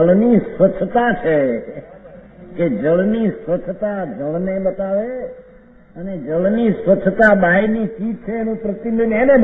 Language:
Gujarati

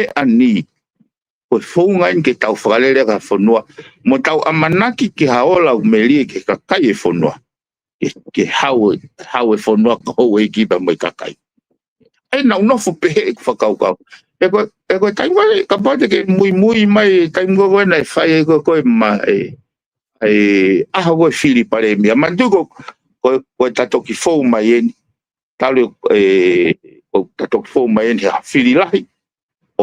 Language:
Tongan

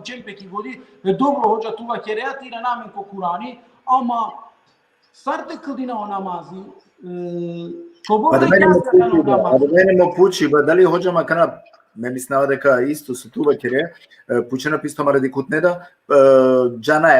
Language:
Balkan Romani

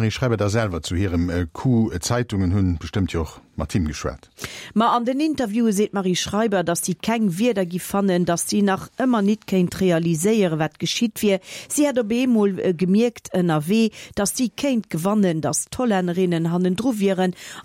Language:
Luxembourgish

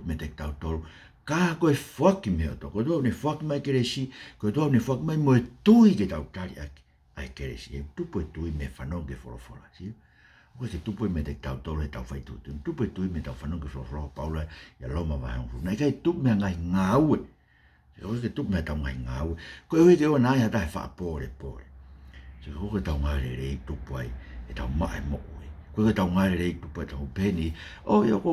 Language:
Tongan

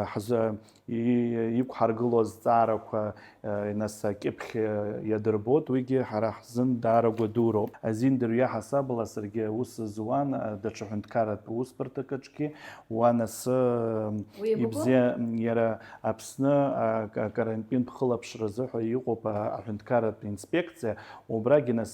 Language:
Abkhazian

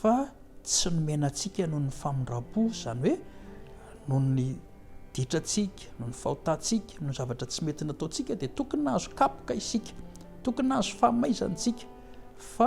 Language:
Malagasy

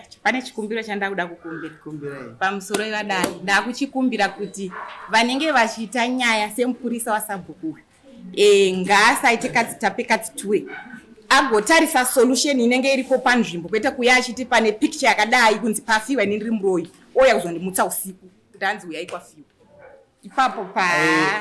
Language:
Shona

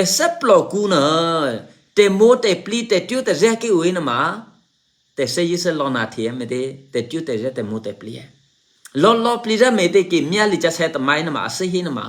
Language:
Eastern Kayah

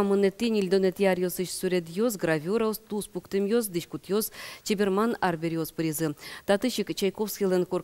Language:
Udmurt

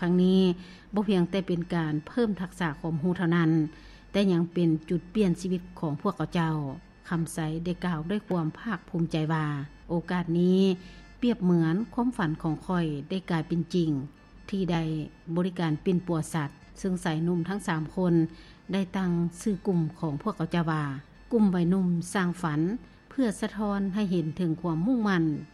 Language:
Lao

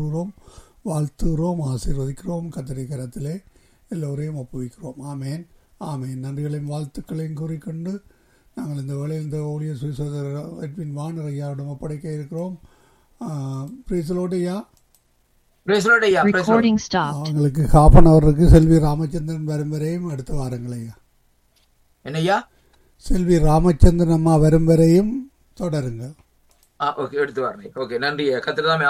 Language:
Tamil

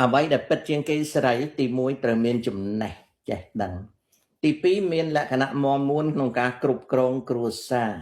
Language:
Khmer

